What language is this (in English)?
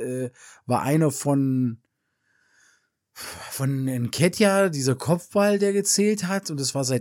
German